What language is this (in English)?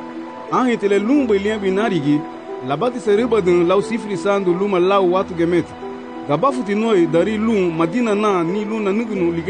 Garifuna